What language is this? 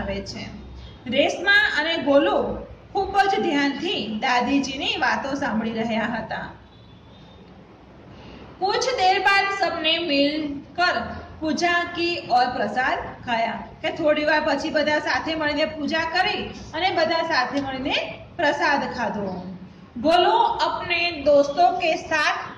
Gujarati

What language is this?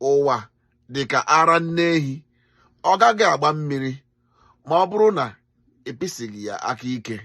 Igbo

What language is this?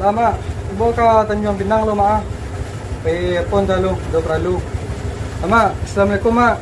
Minangkabau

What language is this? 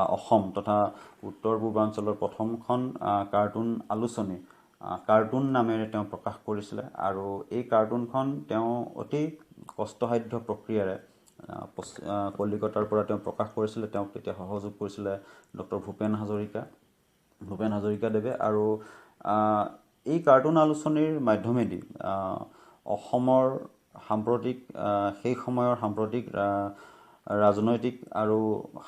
Assamese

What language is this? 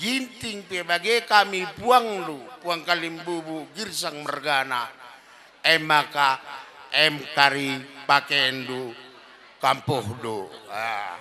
Batak Karo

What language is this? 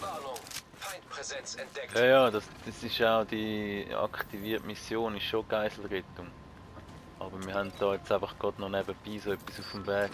Swiss German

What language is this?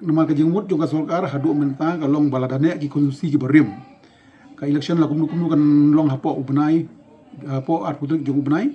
Khasi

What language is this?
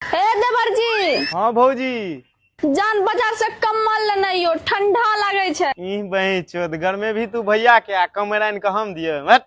Maithili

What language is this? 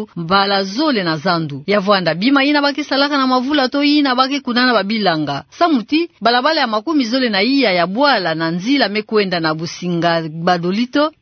Kituba (Democratic Republic of Congo)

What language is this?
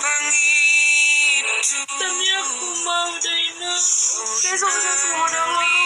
Batak Toba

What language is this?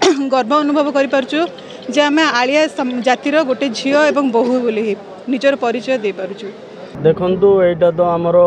Odia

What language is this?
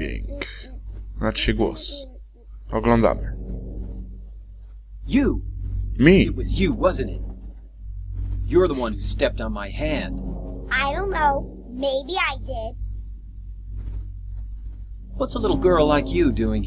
Polish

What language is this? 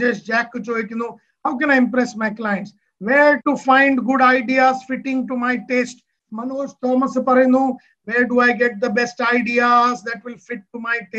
Malayalam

